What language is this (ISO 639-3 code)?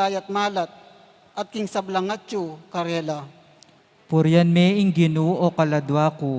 pam